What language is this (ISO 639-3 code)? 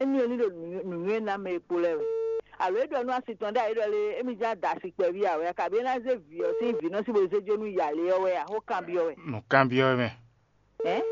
fon